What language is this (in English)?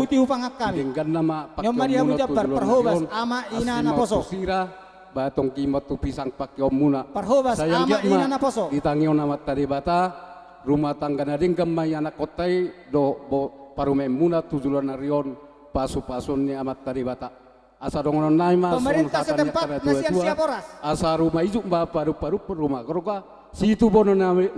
Batak Toba